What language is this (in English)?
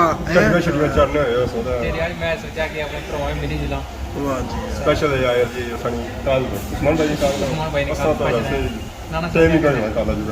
Pahari-Potwari